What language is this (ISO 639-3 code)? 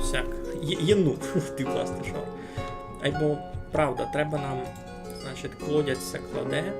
rue